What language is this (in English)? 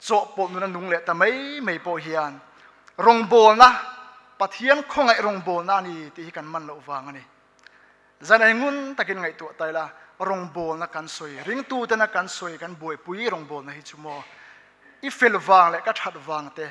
Mizo